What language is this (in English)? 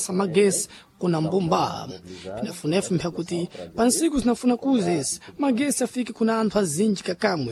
Sena